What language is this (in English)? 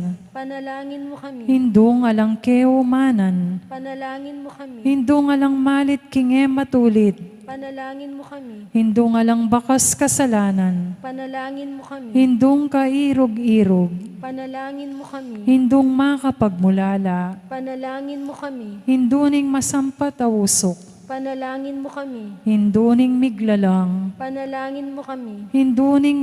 Pampanga